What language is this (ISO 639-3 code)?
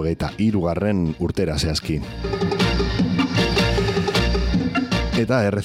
eus